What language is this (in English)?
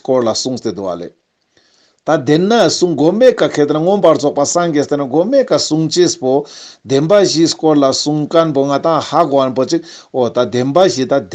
Ladakhi